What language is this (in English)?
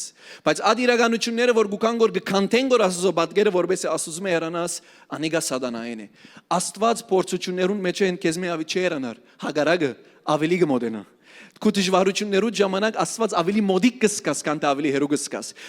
Western Armenian